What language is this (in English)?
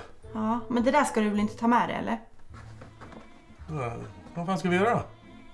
Swedish